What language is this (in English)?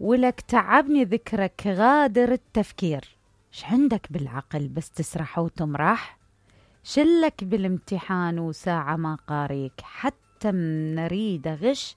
Mesopotamian Arabic